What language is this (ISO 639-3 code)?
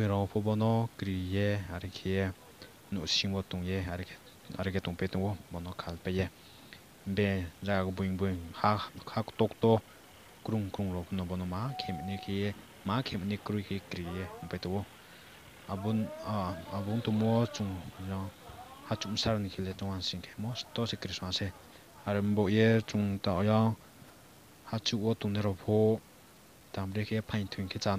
ria